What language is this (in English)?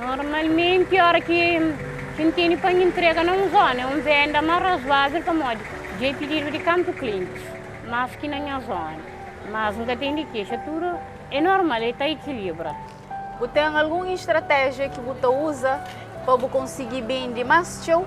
Kabuverdianu